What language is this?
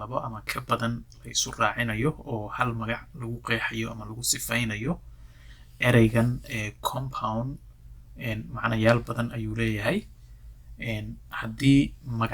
Somali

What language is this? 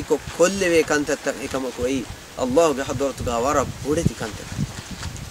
Divehi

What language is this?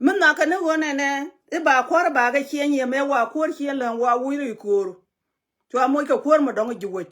Nuer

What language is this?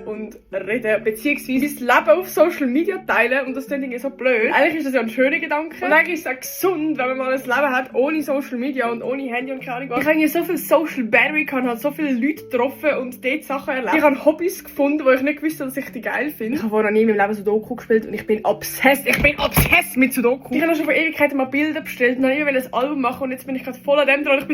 Swiss German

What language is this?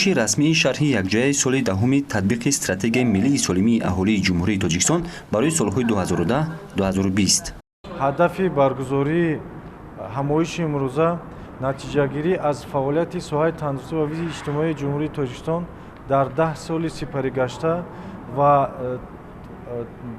Tajik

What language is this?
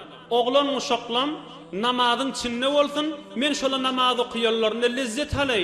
Turkmen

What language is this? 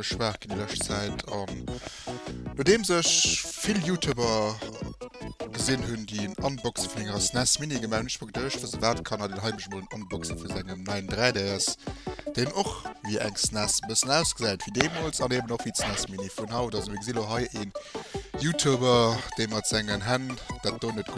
Luxembourgish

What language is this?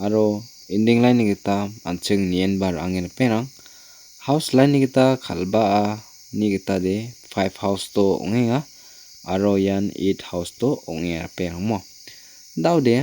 Garo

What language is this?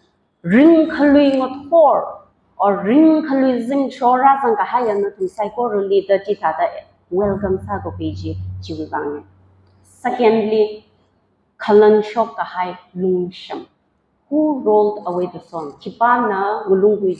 Tangkhul Naga (India)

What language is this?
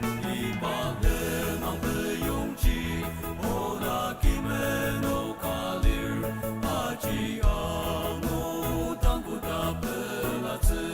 Ao Naga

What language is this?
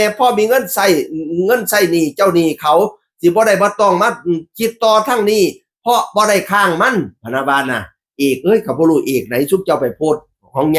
Northeastern Thai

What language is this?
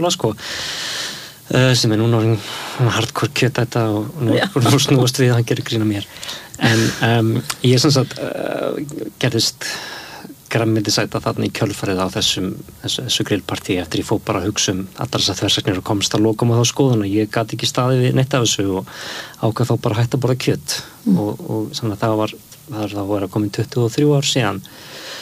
Icelandic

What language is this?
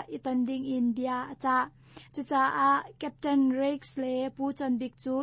Hakha Chin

